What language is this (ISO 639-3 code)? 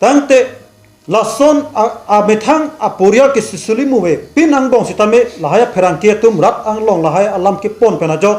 mjw